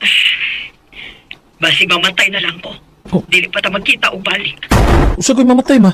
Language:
Cebuano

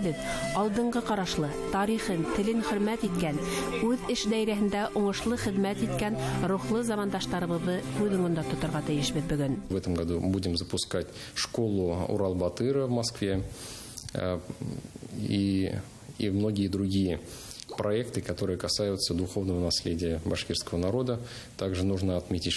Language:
Bashkir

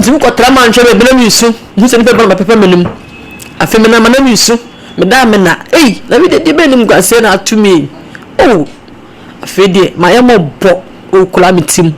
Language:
Akan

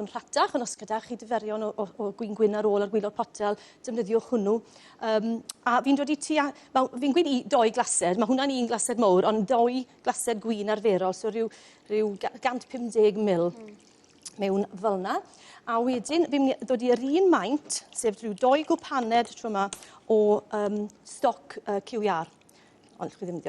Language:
Welsh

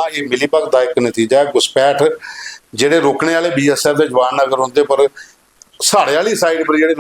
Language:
Dogri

